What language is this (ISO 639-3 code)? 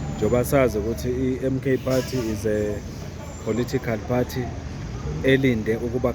zul